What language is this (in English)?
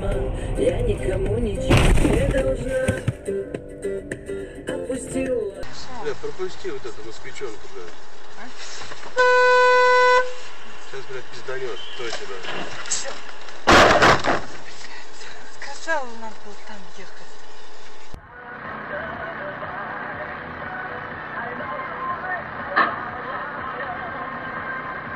Russian